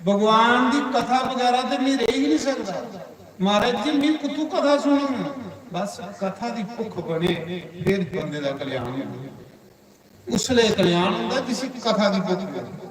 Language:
Dogri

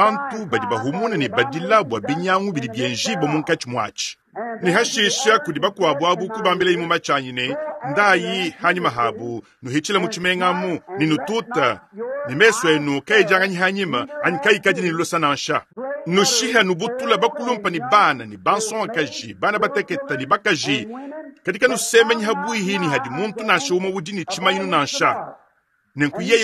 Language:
Luba-Lulua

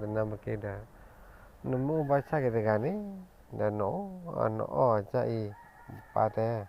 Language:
S'gaw Karen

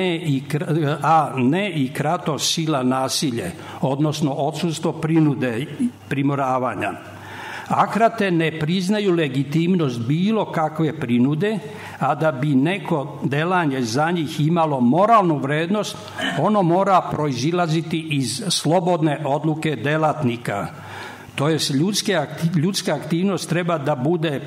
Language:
Serbian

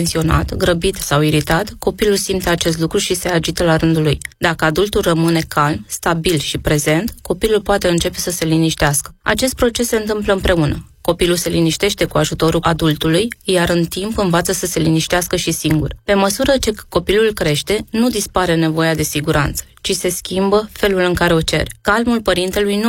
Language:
Romanian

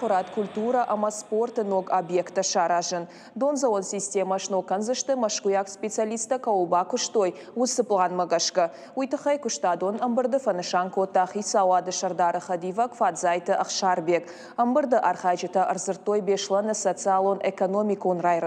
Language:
Ossetic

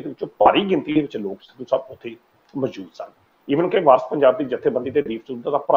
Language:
Punjabi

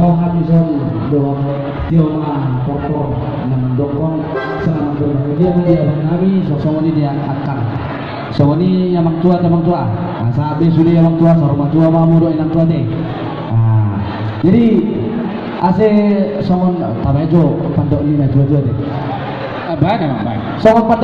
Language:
Batak Toba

